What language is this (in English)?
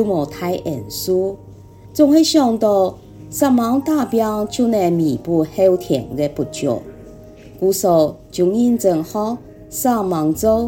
Hakka Chinese